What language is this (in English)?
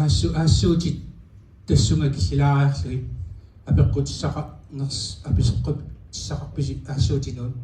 Kalaallisut